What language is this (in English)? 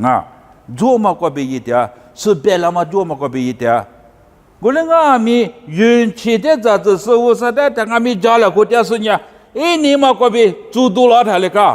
Lisu